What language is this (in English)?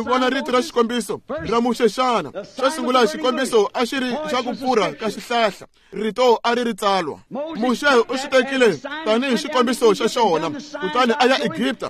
Tsonga